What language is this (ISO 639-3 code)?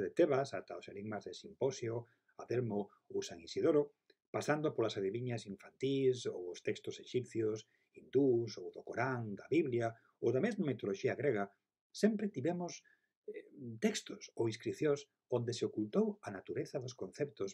glg